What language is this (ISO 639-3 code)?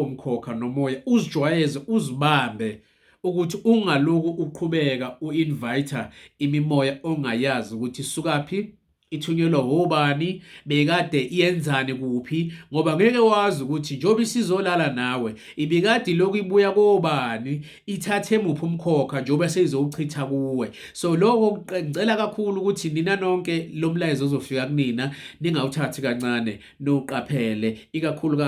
zul